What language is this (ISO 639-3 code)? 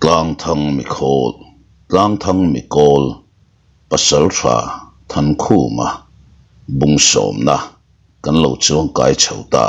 lus